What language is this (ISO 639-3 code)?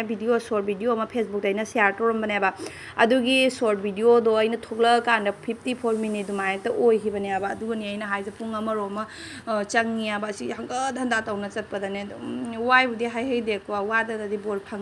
mni